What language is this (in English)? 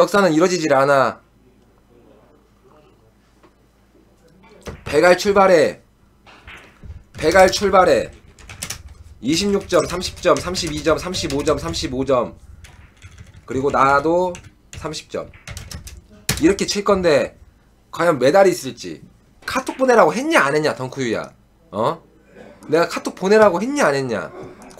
Korean